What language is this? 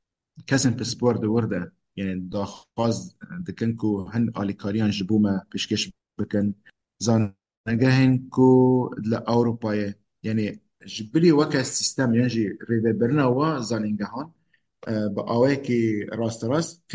Kurdish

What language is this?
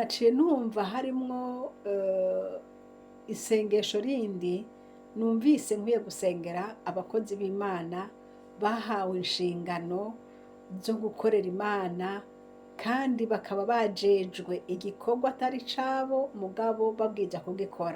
Rundi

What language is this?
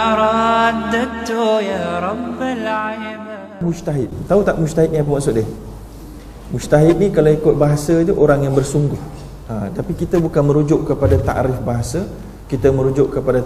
Malay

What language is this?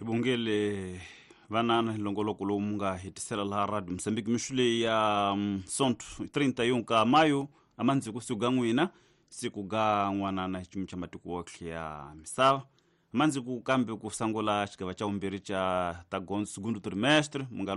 Tsonga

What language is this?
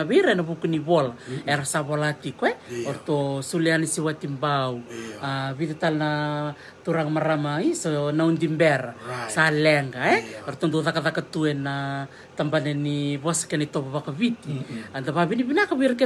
Fijian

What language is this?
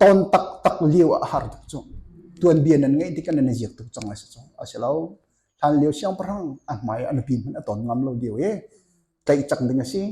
Hakha Chin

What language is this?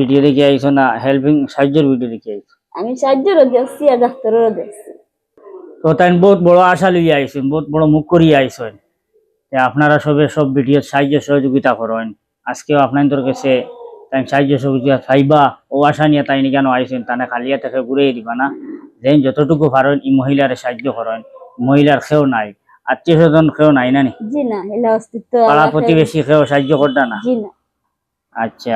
Sylheti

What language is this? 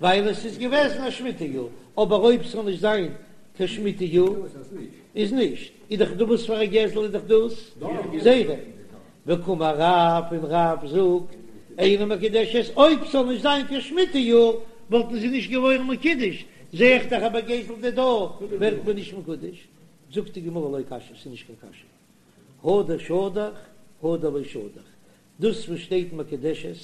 Yiddish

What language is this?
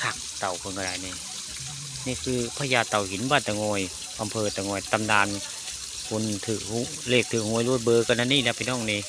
Northeastern Thai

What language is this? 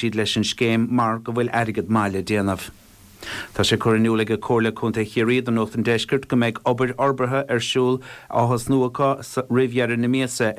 Irish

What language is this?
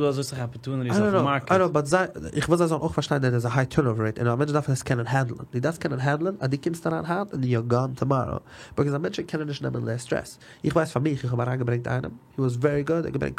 Yiddish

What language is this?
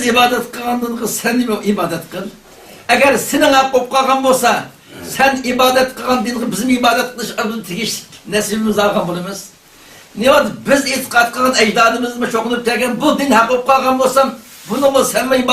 Uyghur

